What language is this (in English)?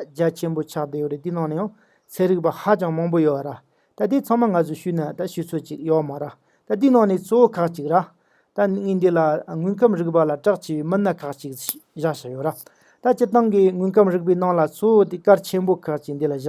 Tibetan